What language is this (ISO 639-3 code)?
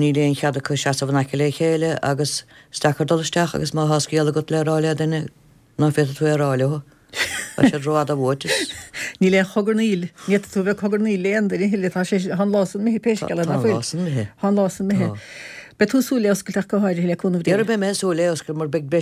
gle